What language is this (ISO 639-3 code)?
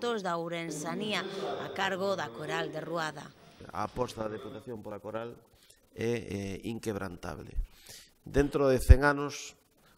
glg